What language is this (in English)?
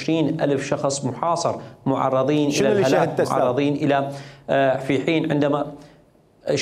Mesopotamian Arabic